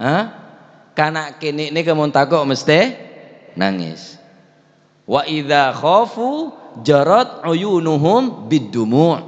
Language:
Madurese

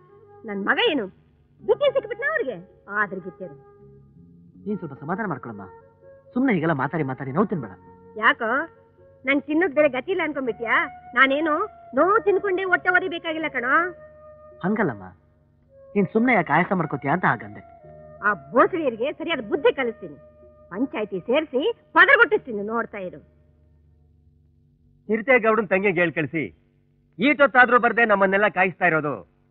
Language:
Kannada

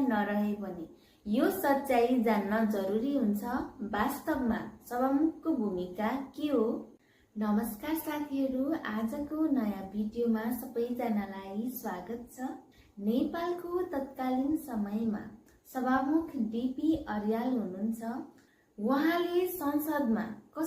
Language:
Nepali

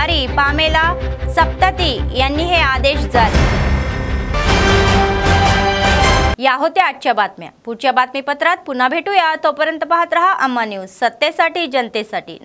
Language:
Marathi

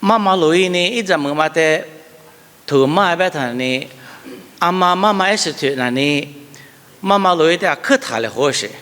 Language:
Lisu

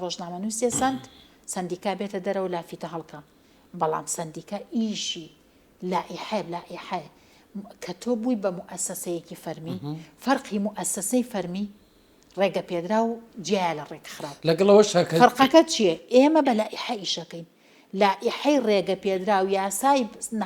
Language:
Central Kurdish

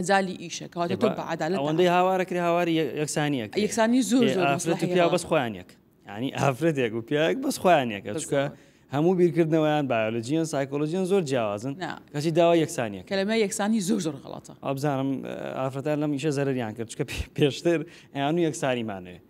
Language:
Central Kurdish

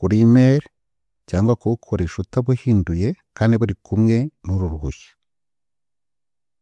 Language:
Kinyarwanda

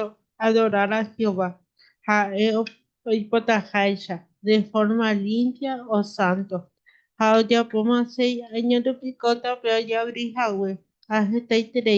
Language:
Guarani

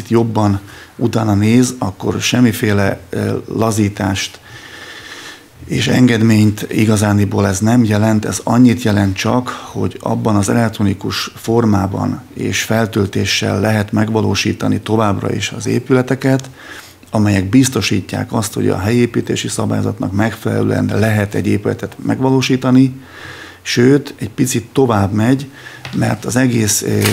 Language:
Hungarian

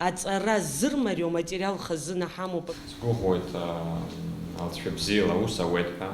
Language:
Abkhazian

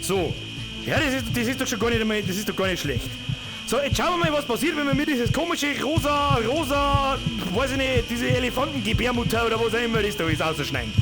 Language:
Bavarian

